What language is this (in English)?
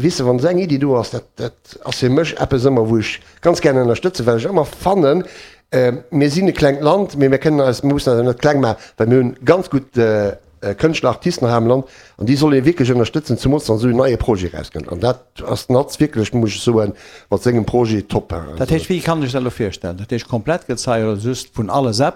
Luxembourgish